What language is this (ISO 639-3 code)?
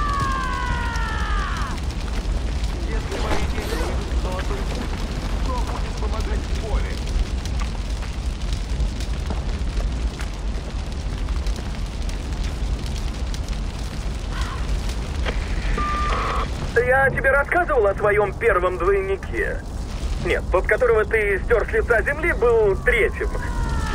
rus